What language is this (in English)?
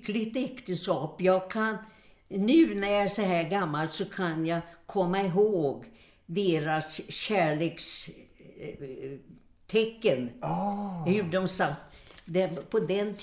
Swedish